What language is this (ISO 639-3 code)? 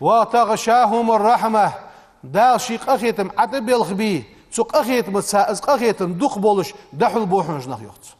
inh